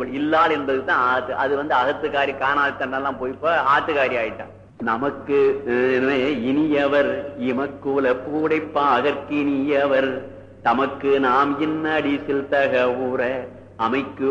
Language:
Tamil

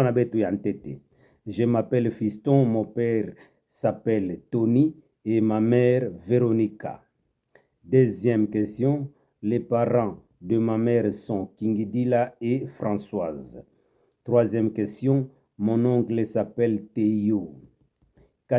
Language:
Kituba (Democratic Republic of Congo)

